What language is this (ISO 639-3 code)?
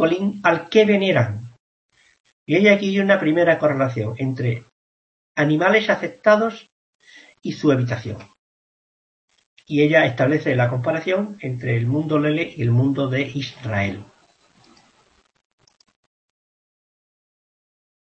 spa